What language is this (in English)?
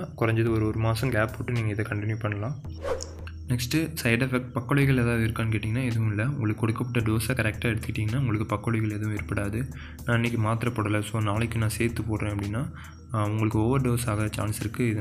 Tamil